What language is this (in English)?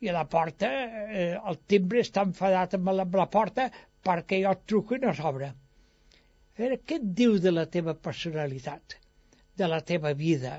Catalan